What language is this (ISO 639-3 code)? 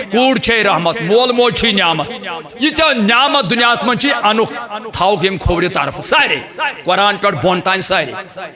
kas